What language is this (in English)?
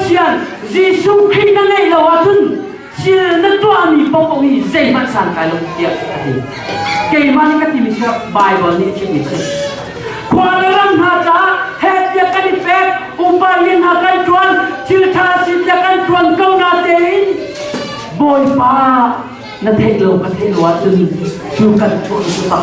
Hakha Chin